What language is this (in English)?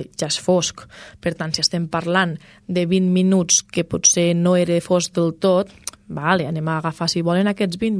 Catalan